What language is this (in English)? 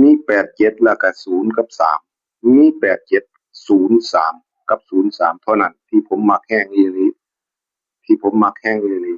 Northeastern Thai